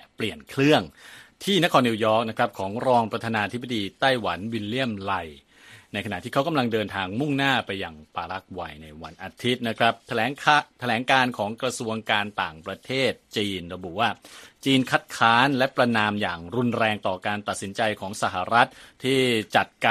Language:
Thai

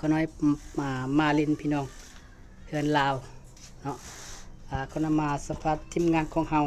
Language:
Lao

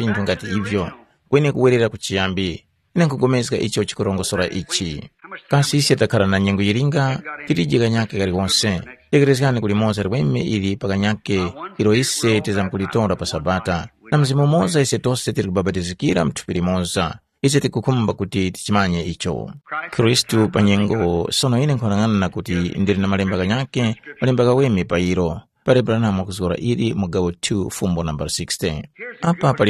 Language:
Tumbuka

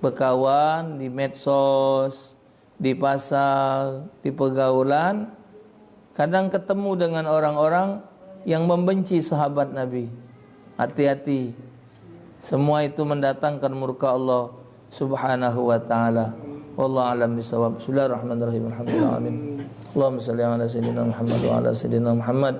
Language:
Musi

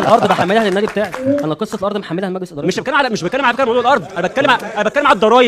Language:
Egyptian Arabic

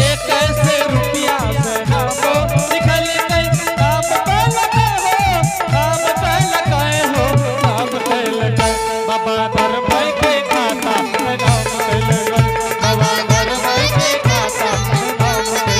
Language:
Angika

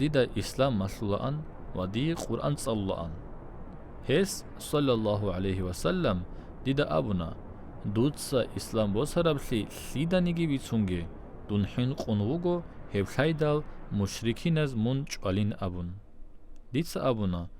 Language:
Avaric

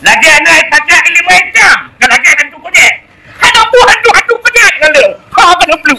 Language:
Achinese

